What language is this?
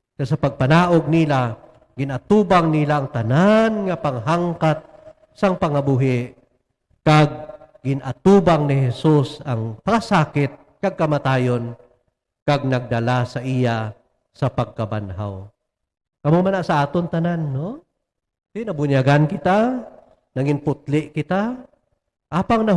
Hiligaynon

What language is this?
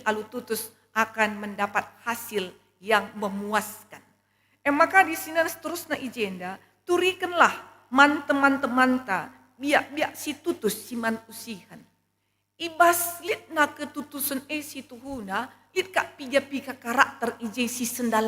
Batak Karo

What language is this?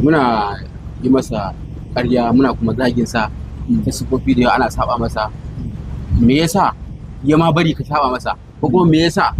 Hausa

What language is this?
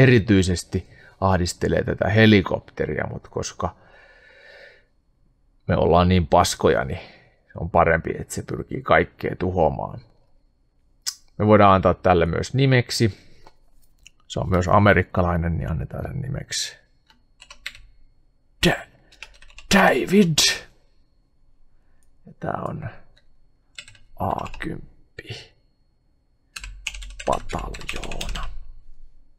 Finnish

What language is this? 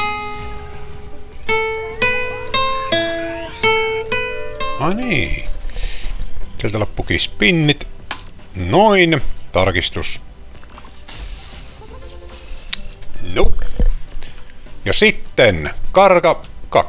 Finnish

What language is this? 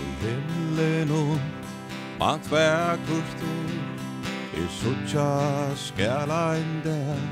Faroese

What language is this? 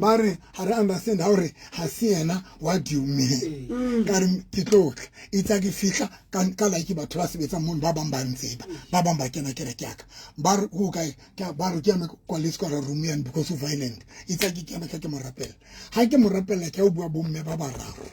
Southern Sotho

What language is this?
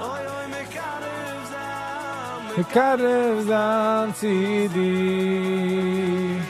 Yiddish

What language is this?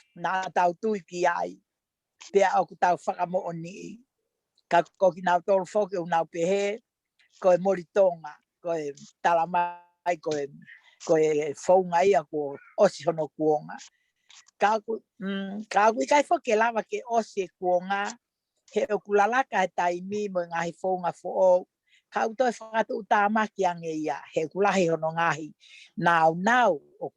Tongan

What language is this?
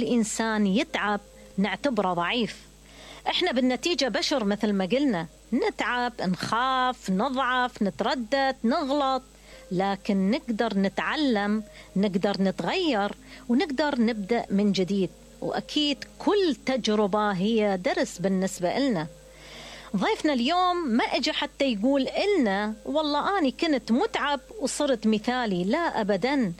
Mesopotamian Arabic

